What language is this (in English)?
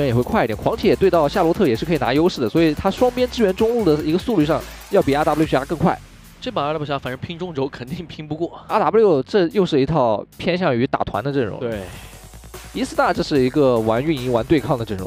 Chinese